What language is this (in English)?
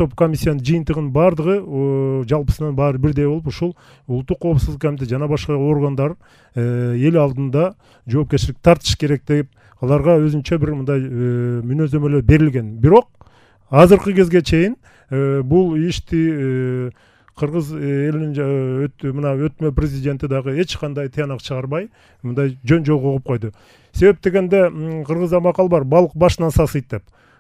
Kyrgyz